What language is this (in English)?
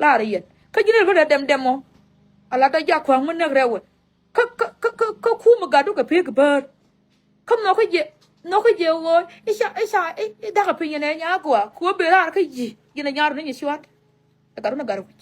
Nuer